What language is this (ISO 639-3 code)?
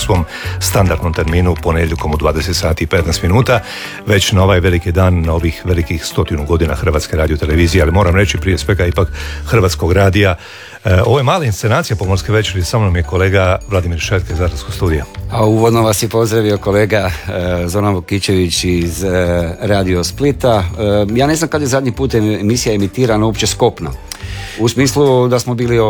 hrv